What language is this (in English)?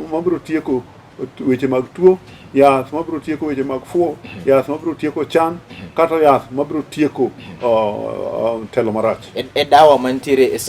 Luo (Kenya and Tanzania)